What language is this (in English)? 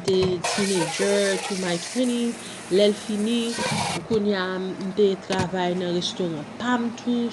Haitian Creole